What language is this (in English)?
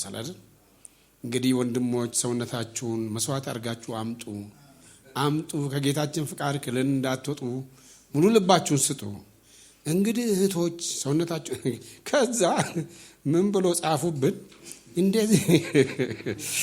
Amharic